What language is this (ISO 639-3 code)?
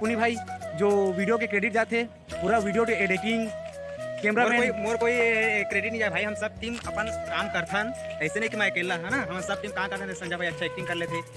hne